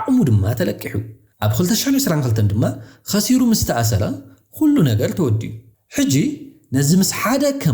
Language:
Tigrinya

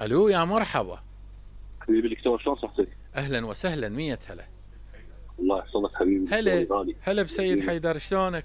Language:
Mesopotamian Arabic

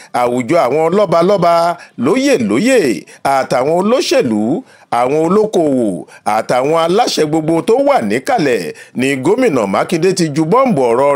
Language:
Yoruba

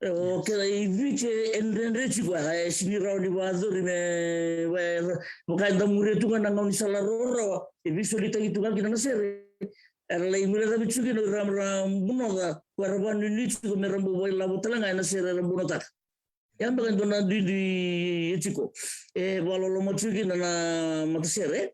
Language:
Fijian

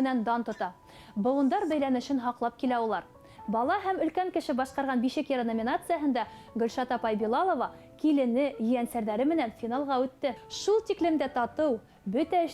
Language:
Bashkir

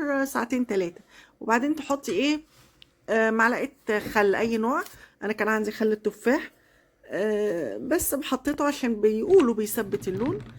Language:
Egyptian Arabic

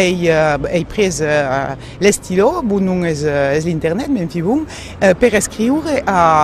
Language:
Occitan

